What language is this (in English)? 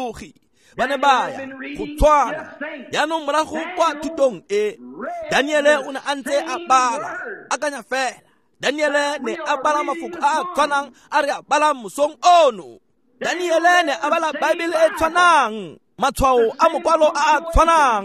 Tswana